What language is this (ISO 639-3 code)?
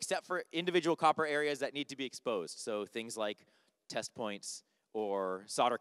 eng